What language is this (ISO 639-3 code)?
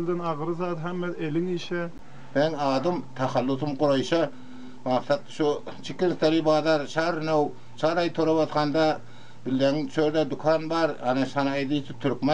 tuk